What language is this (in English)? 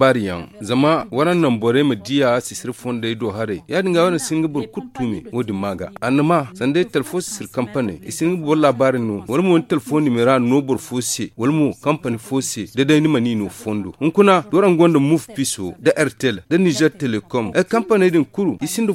Zarma